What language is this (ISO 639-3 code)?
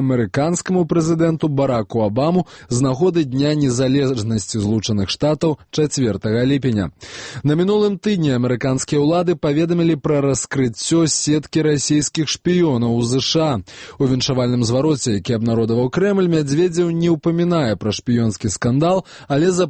bel